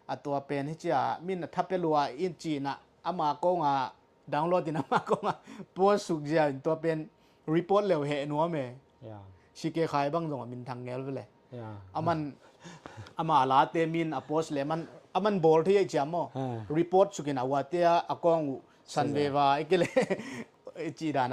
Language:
Tedim Chin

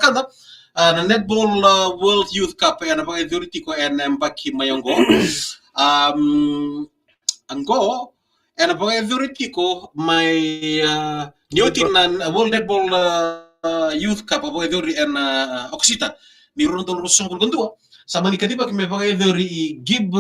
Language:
Fijian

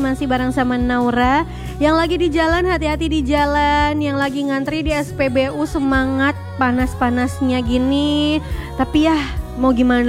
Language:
Indonesian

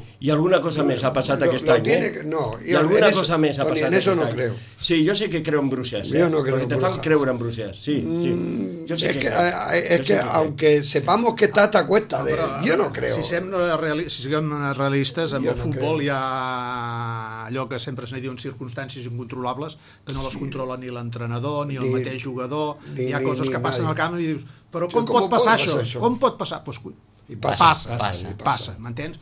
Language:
Catalan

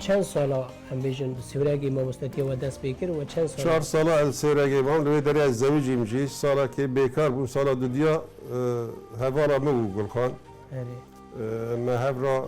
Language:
Kurdish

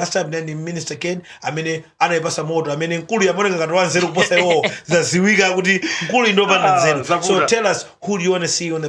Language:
Nyanja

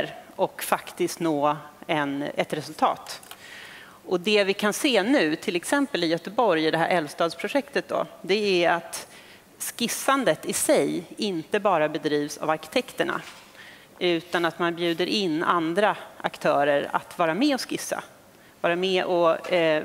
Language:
Swedish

